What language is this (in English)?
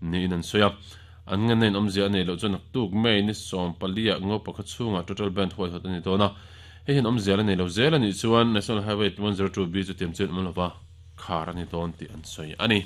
Mizo